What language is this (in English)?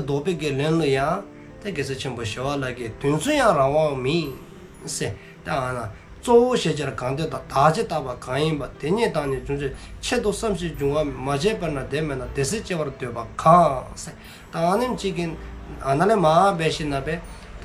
Dzongkha